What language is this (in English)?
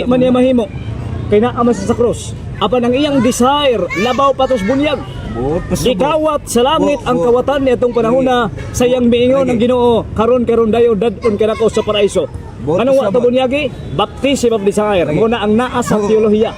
Cebuano